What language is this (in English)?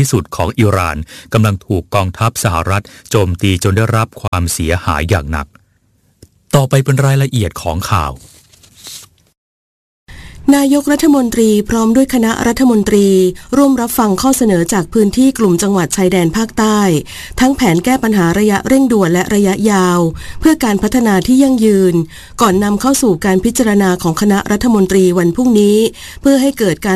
Thai